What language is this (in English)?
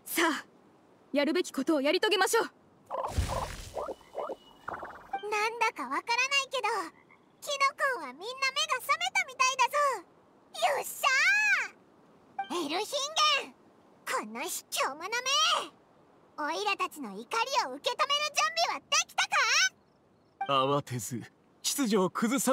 Japanese